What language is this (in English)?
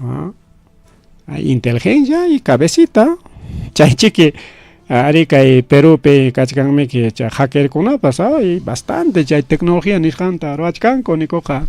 Ayacucho Quechua